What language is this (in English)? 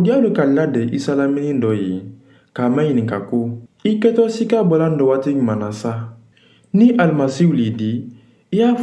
Mandingo